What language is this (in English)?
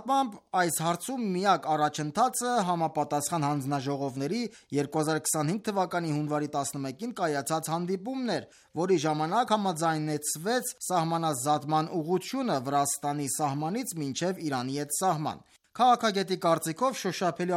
Armenian